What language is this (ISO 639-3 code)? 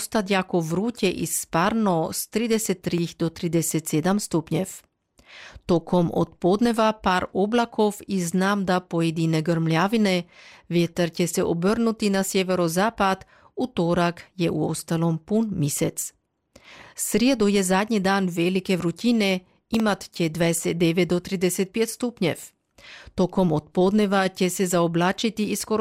hrv